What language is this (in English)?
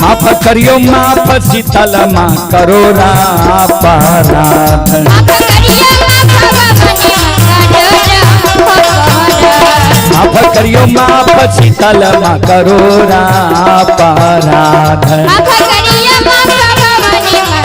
Maithili